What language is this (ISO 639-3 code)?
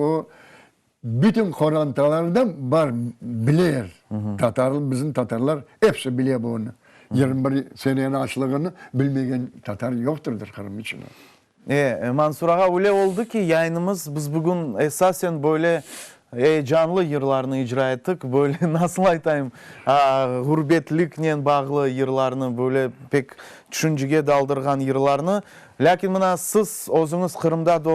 crh